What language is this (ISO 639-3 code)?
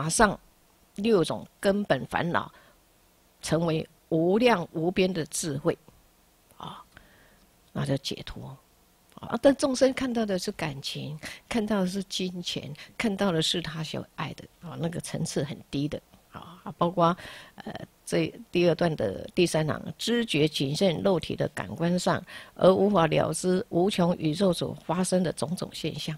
zho